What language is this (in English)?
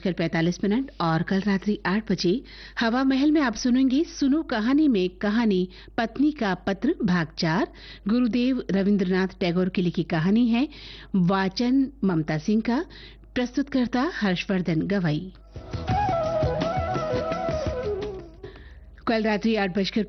Hindi